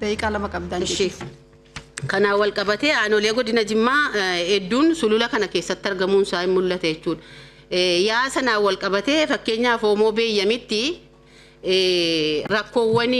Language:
Oromo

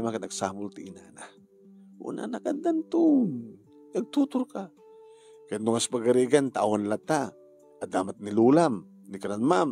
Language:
Iloko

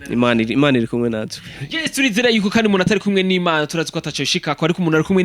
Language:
Rundi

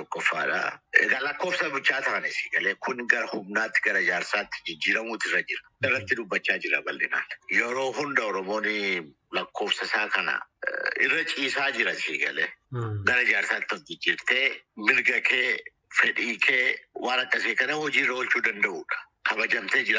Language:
Oromo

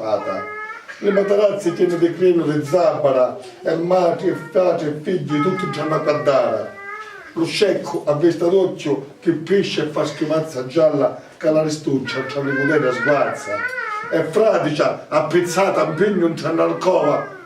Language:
Sicilian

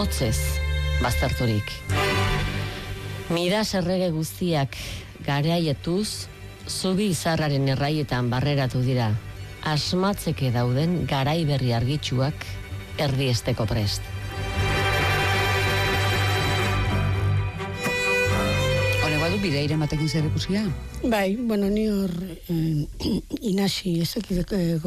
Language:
Basque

